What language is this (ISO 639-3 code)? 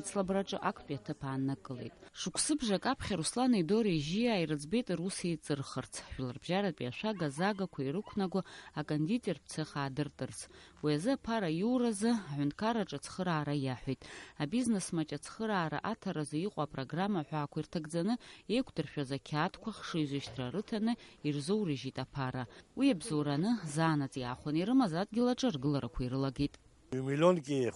abk